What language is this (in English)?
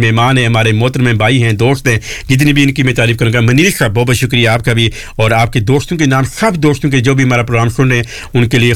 Urdu